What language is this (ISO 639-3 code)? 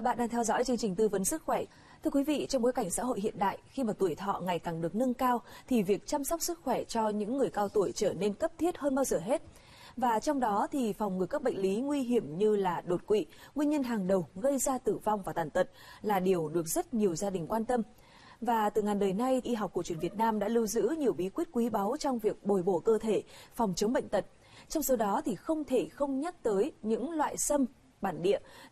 vie